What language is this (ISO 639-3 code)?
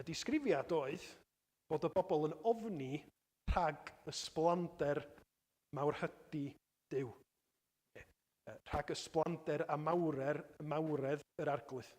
cym